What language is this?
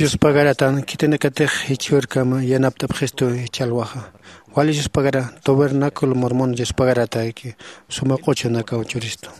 Aymara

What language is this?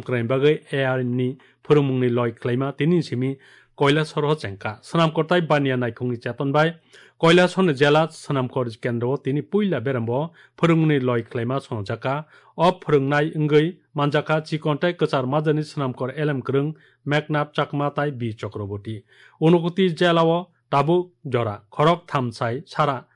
Kok Borok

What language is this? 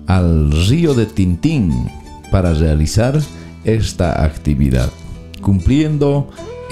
South Bolivian Quechua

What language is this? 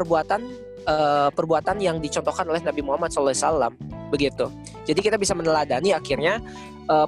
Indonesian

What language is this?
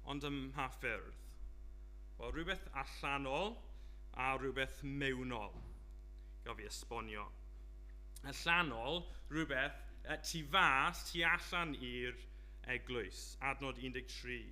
Welsh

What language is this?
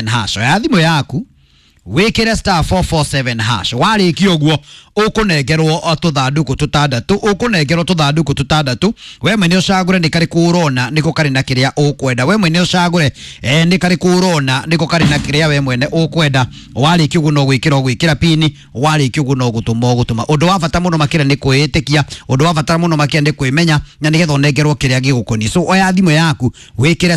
Kikuyu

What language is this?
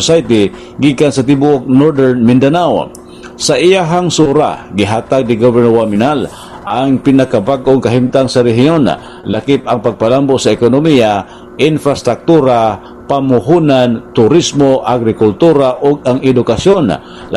Cebuano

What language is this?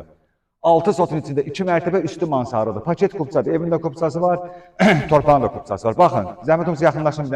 Azerbaijani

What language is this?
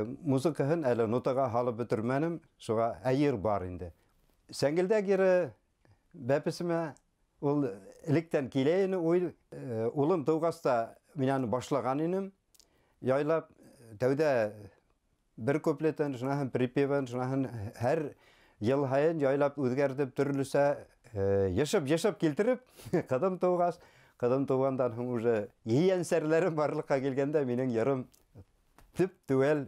Bashkir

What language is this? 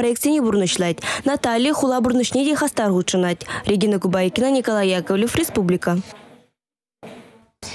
Chuvash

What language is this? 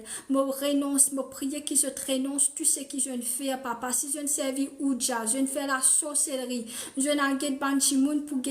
Morisyen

